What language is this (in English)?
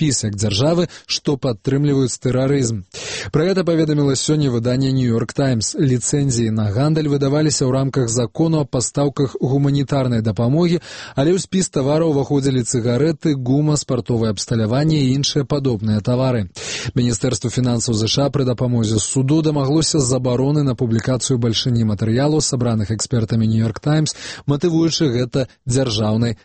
Belarusian